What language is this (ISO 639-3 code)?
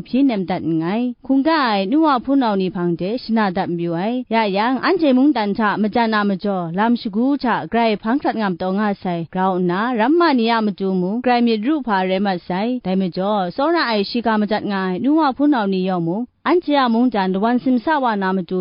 kac